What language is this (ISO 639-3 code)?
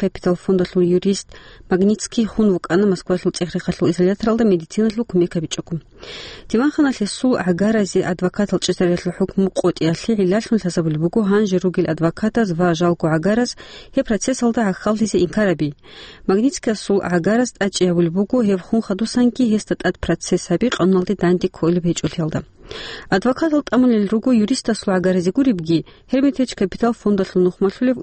ava